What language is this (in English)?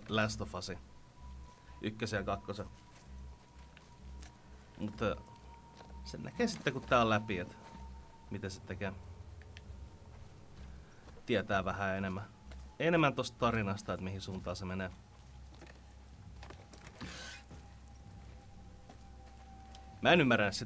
Finnish